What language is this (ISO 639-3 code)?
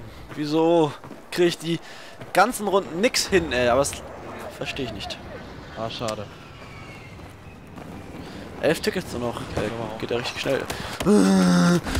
deu